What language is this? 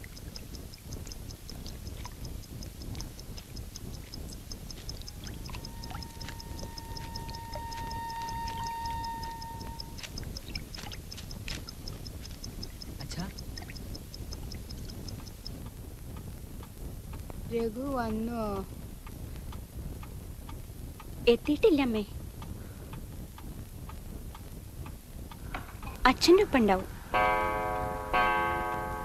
Malayalam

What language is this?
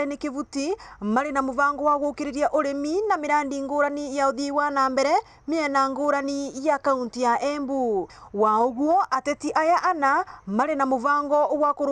Meru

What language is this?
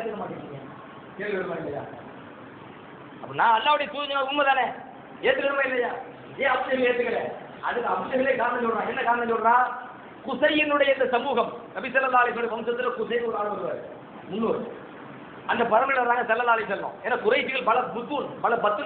Tamil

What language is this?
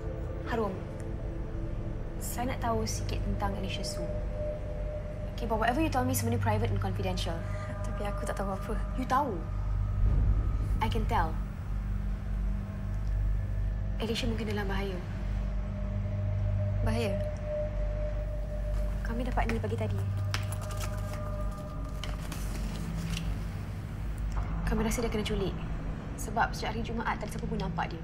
Malay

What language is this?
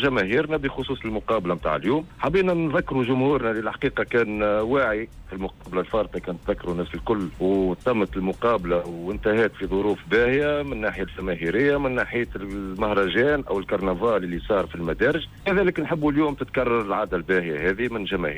Tunisian Arabic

